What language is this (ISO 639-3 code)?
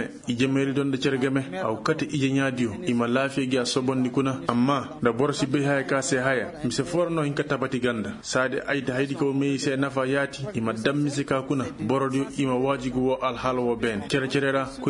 ses